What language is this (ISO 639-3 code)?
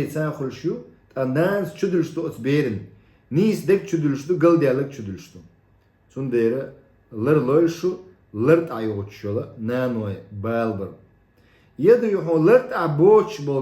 che